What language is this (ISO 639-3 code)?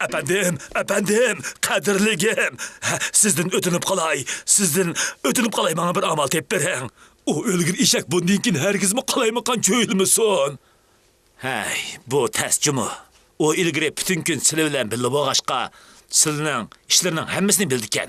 uig